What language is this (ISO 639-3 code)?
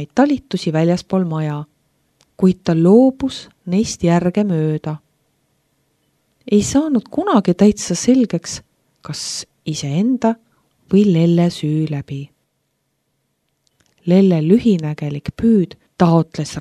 est